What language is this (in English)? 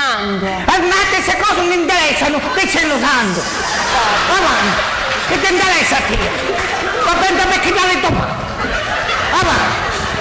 Sicilian